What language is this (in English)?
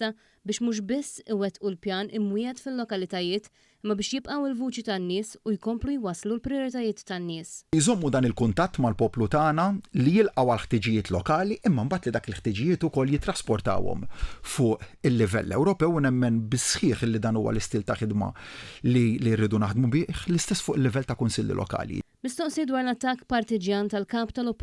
Maltese